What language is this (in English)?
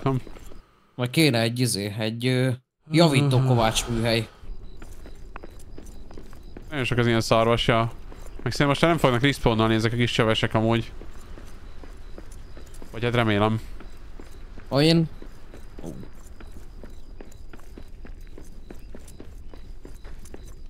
Hungarian